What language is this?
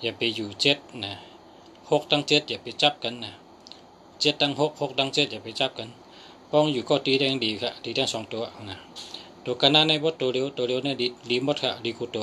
Shan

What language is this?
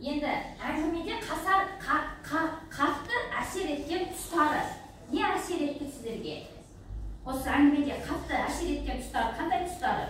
Kazakh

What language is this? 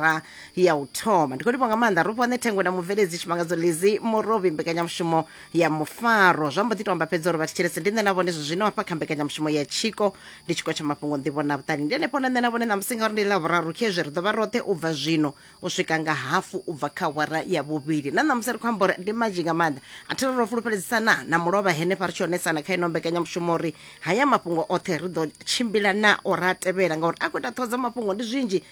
Venda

